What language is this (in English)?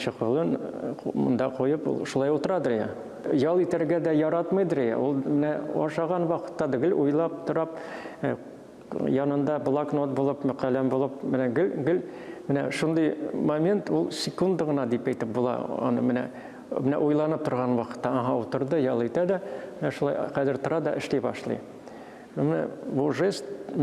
Tatar